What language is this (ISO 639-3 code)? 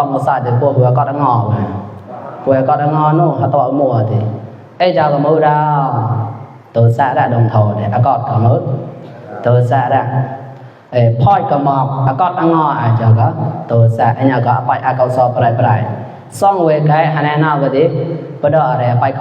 mnw